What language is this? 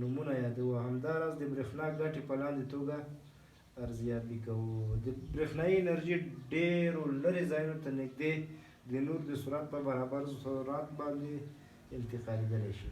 Pashto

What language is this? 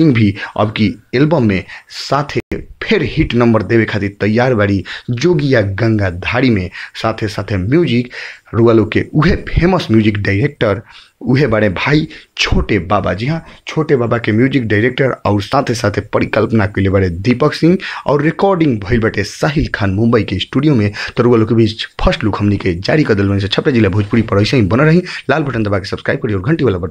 Bhojpuri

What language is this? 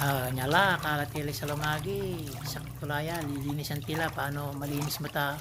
Pangasinan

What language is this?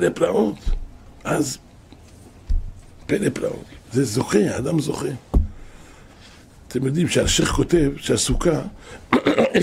Hebrew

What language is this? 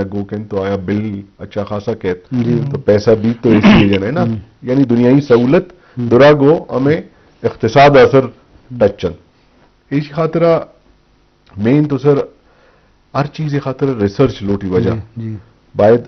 Eastern Balochi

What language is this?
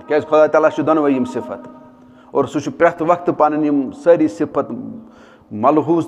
Kashmiri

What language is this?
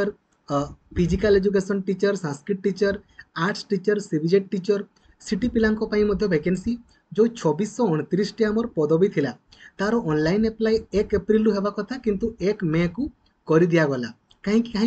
Odia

